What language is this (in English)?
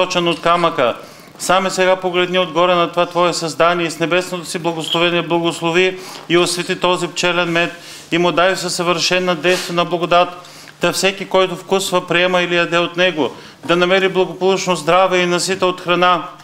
Bulgarian